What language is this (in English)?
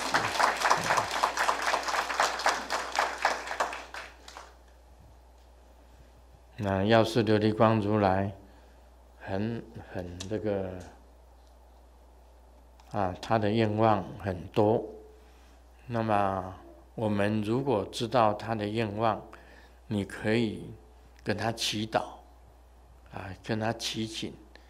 Chinese